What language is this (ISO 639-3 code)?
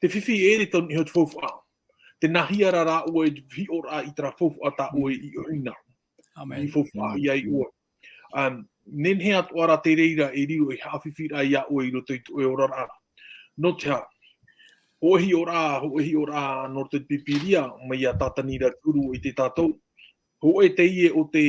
tah